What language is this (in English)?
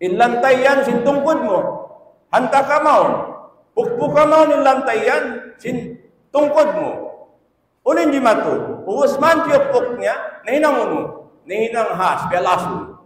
Tausug